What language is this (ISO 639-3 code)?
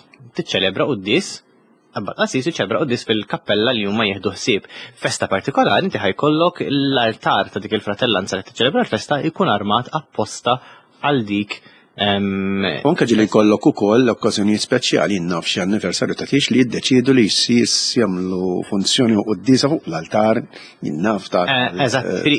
mlt